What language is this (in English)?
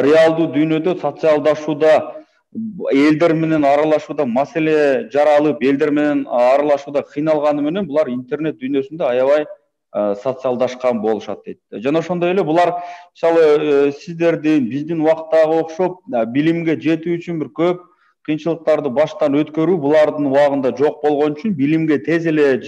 Kyrgyz